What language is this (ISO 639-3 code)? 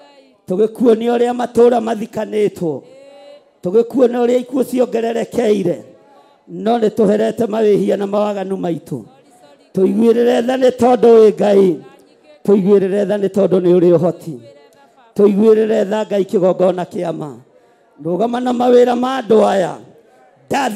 kik